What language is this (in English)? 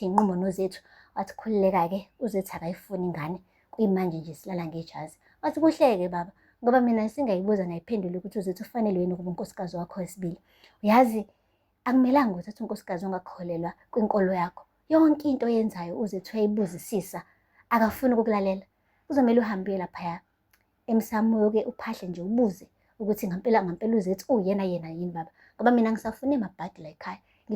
Zulu